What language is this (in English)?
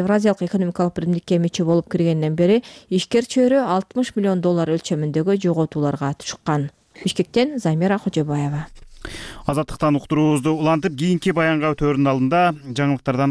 Kyrgyz